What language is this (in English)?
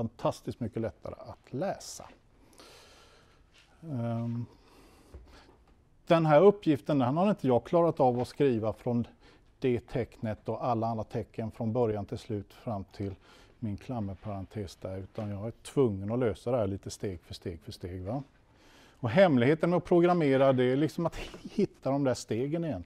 Swedish